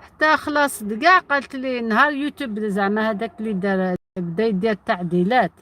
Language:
Algerian Arabic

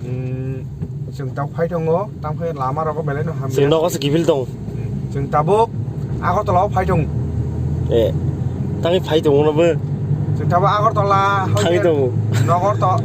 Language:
Kok Borok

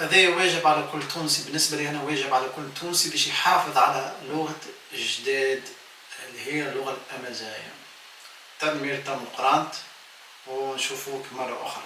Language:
Tunisian Arabic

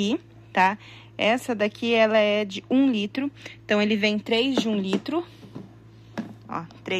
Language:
Portuguese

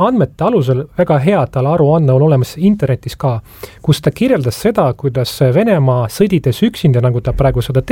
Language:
Estonian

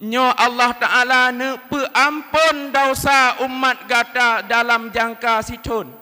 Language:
Achinese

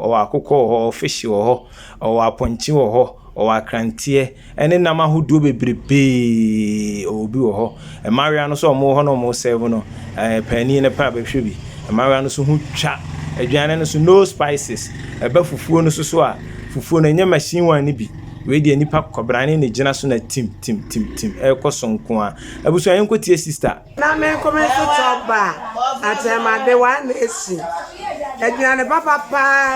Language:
Akan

